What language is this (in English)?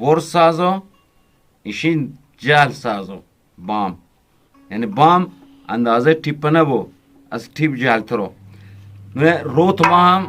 Eastern Balochi